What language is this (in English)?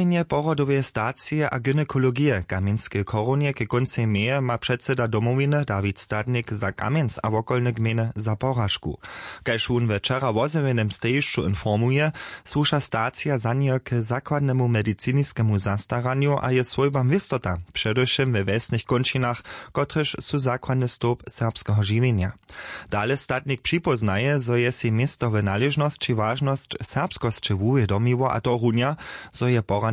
Upper Sorbian